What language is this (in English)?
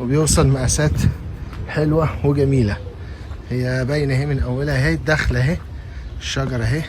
Egyptian Arabic